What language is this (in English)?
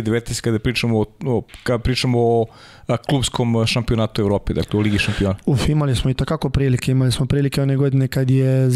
Serbian